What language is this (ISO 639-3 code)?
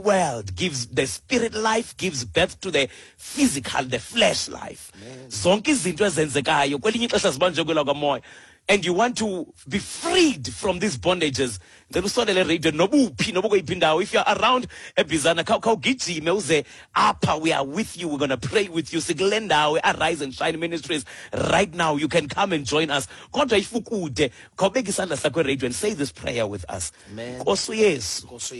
xho